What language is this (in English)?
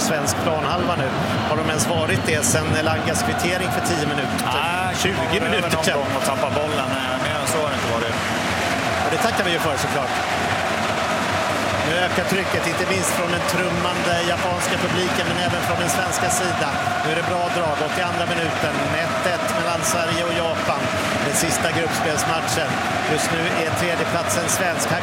Swedish